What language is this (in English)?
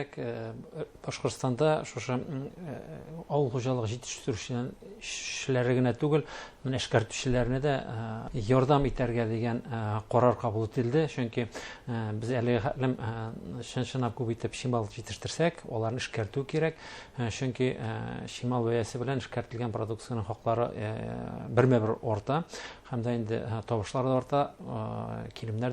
Bashkir